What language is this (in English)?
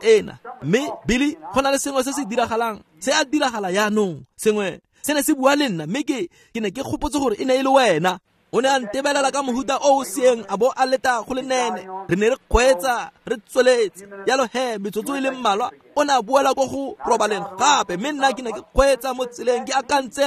Tswana